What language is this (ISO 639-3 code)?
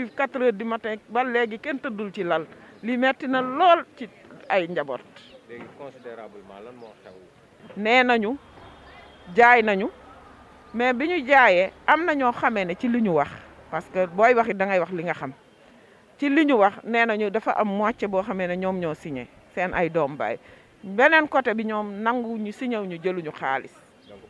wol